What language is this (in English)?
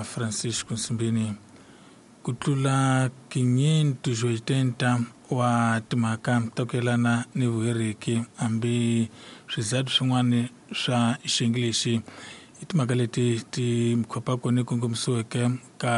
Tsonga